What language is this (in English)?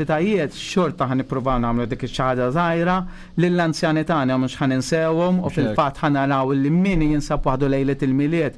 Maltese